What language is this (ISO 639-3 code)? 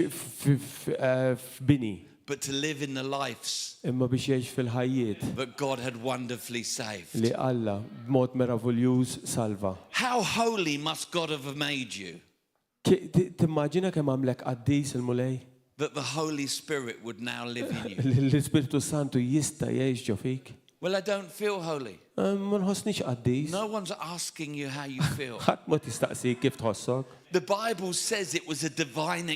mlt